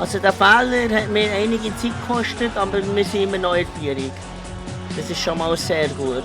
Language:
Swiss German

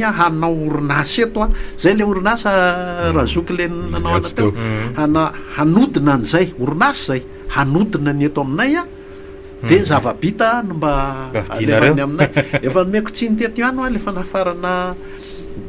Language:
Malagasy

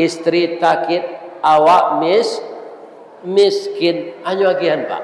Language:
Minangkabau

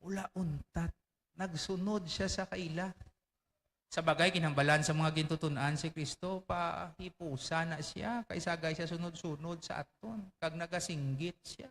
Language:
Hiligaynon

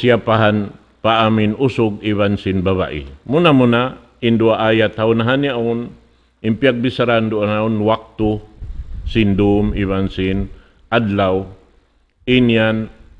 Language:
Tausug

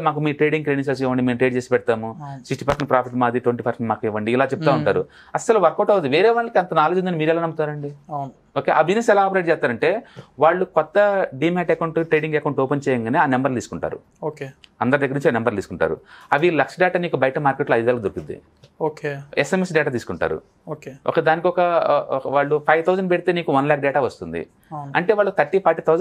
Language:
Telugu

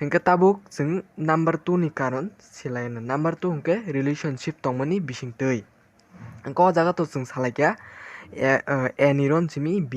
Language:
Kok Borok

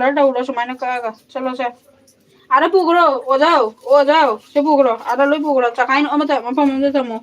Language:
Manipuri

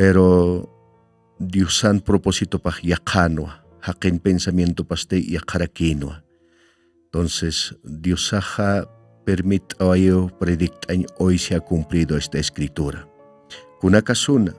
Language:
Aymara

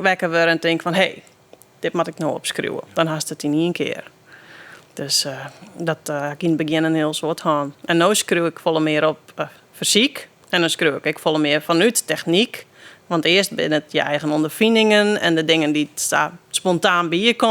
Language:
Western Frisian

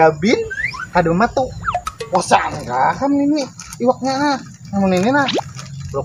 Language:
Banjar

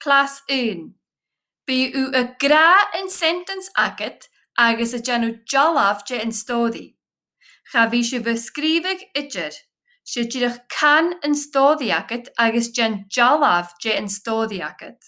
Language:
Scottish Gaelic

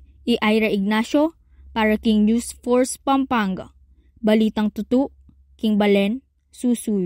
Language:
Pampanga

